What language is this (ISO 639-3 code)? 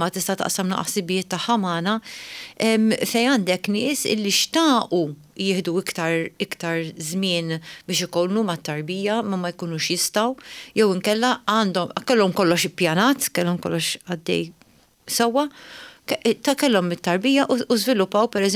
mlt